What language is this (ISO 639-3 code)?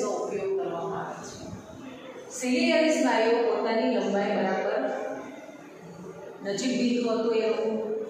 guj